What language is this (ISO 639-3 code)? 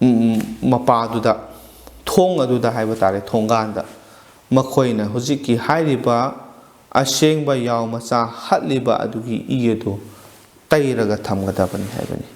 mni